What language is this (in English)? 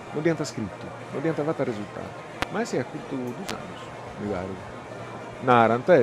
Sardinian